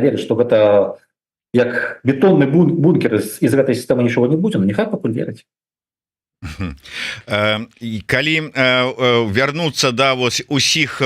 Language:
Belarusian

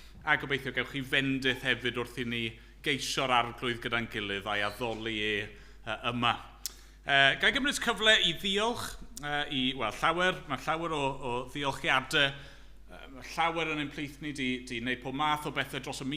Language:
Welsh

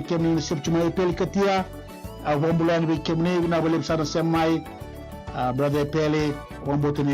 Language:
Fijian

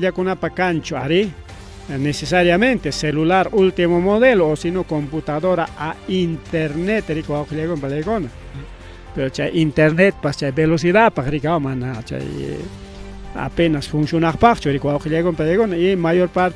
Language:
Ayacucho Quechua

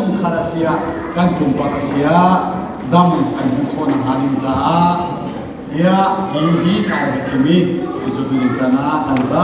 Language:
Hakha Chin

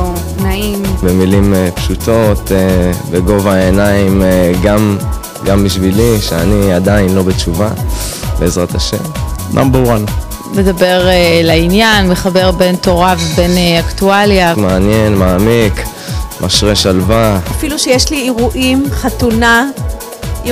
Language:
Hebrew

